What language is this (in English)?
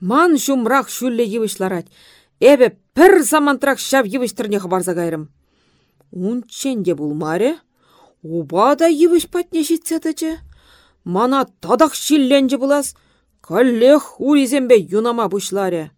Chuvash